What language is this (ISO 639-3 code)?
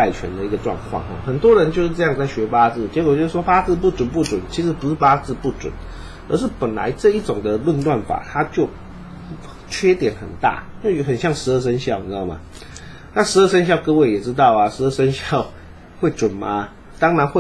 zho